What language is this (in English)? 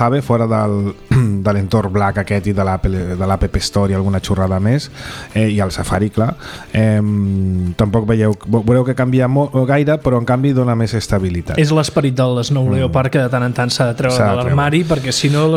Catalan